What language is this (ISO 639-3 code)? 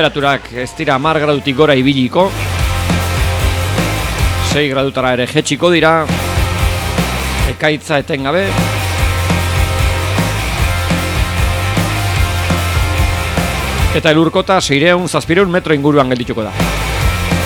eus